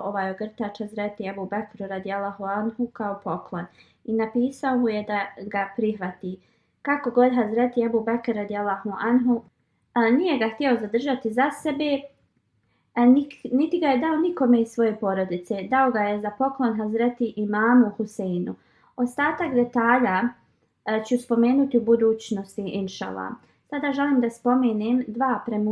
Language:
Bosnian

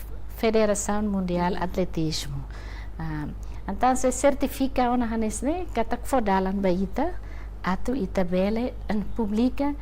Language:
Tetum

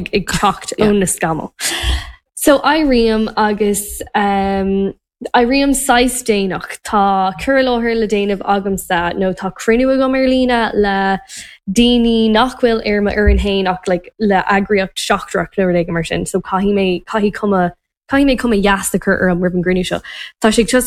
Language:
Irish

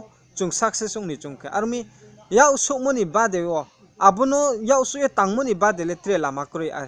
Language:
Riang (India)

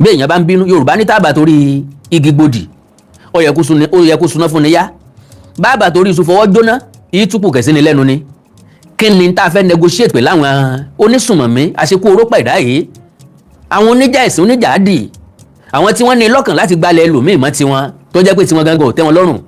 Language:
Yoruba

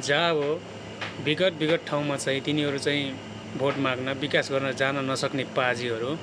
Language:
Nepali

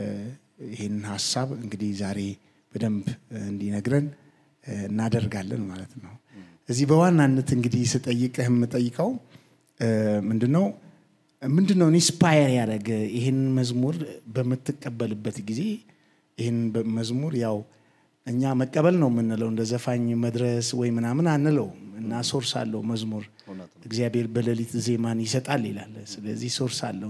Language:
Amharic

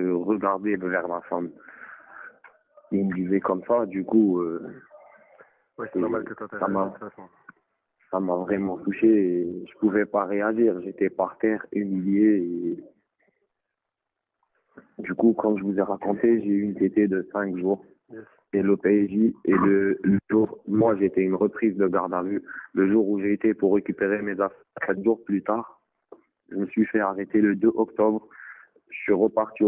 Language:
French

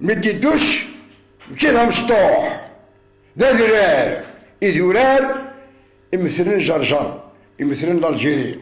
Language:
Kabyle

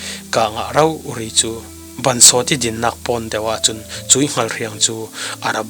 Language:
Falam Chin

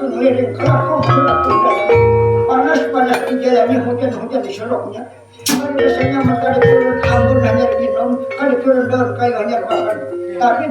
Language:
Banjar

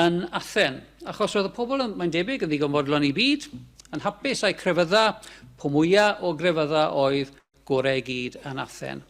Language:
Welsh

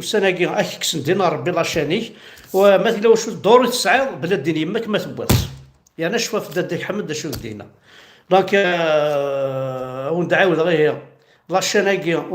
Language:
Kabyle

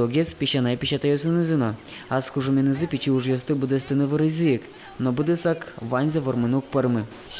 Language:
Udmurt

